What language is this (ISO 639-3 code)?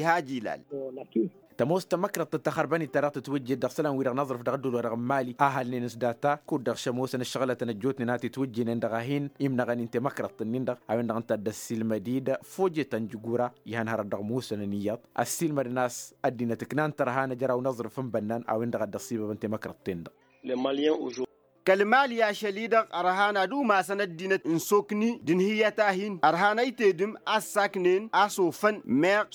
taq